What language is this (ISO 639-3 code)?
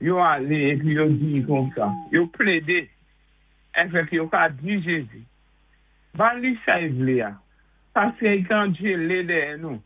acf